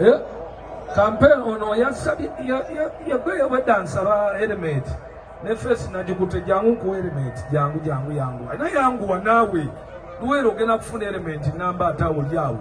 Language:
Ganda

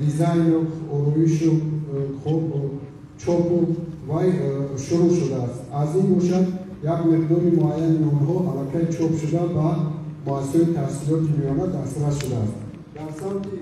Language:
Tajik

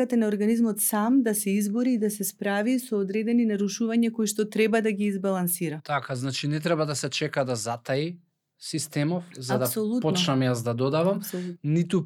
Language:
Macedonian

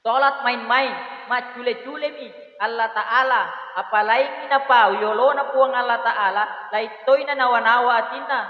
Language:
Buginese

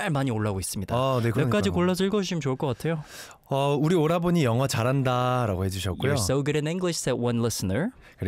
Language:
Korean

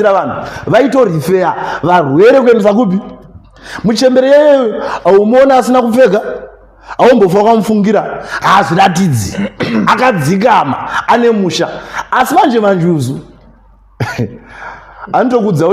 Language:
Shona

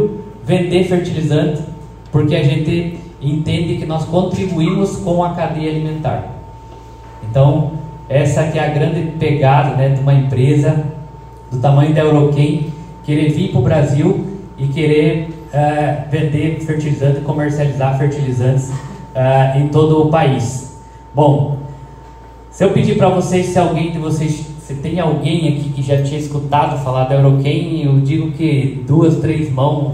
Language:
Portuguese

